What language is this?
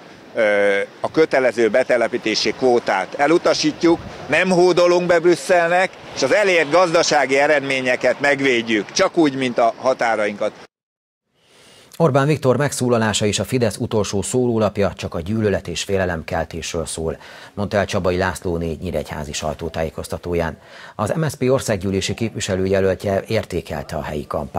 Hungarian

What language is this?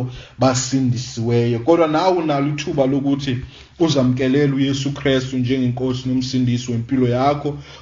Xhosa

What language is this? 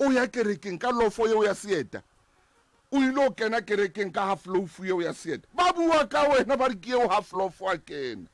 Southern Sotho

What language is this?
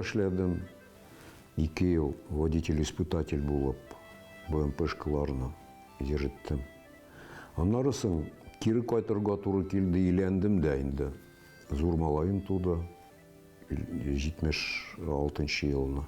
Tatar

